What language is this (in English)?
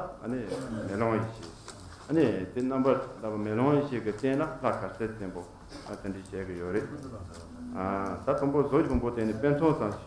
Tibetan